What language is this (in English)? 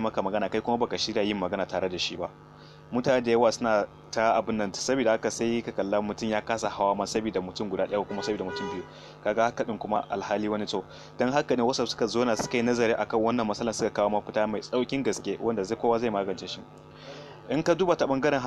Hausa